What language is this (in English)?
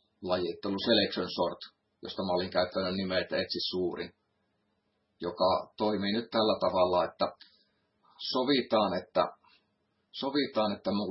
Finnish